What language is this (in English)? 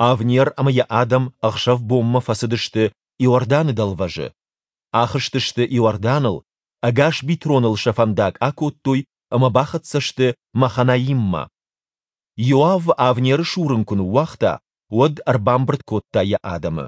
Ossetic